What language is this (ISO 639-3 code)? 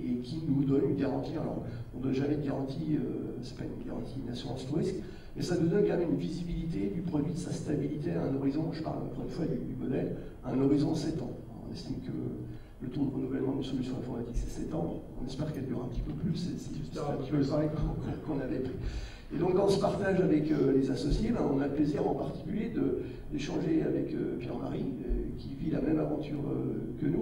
fra